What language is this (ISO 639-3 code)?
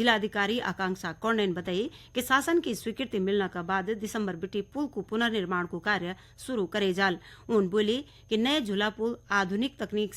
gbm